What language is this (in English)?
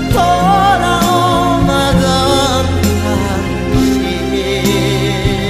Korean